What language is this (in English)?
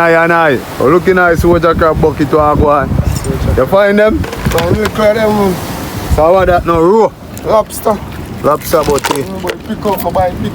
Jamaican Creole English